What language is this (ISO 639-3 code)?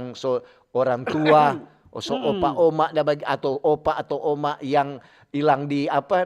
xmm